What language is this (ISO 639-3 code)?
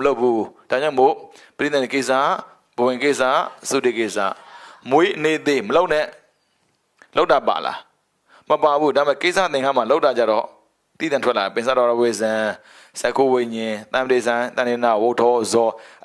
mya